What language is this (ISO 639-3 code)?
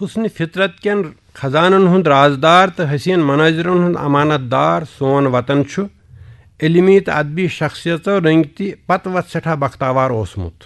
kas